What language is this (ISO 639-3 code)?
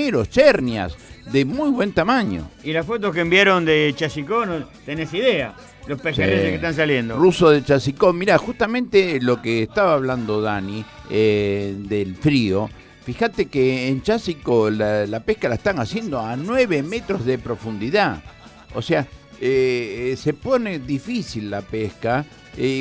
spa